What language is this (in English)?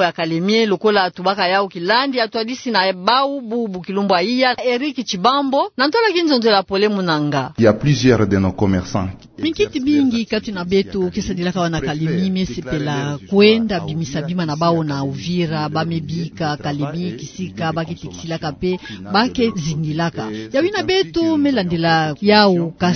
Kituba (Democratic Republic of Congo)